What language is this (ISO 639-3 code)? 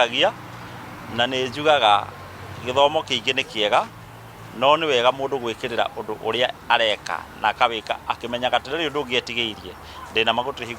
kik